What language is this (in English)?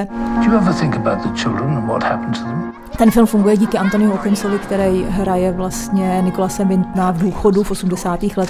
Czech